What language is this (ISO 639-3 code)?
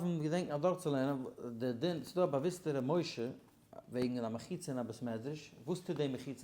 yid